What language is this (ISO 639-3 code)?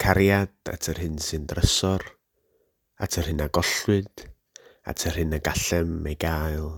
cym